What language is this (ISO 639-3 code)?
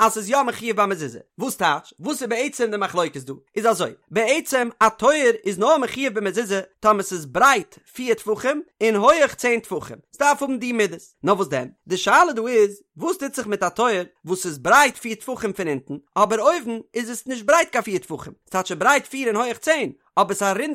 yid